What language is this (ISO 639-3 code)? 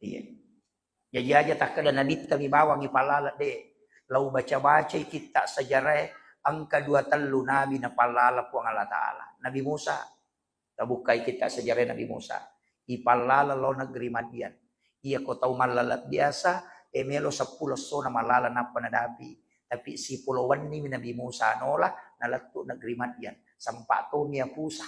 bug